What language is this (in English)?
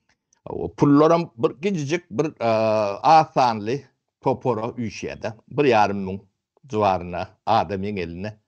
Turkmen